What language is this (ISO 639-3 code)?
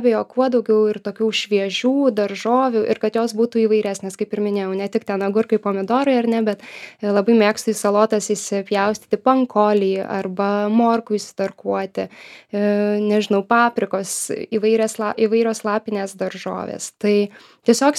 lit